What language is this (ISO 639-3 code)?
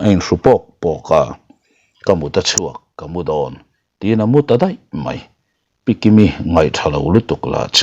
lus